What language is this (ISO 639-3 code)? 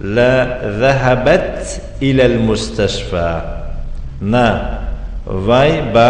tgk